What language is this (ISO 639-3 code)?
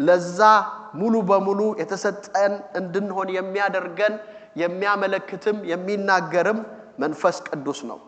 amh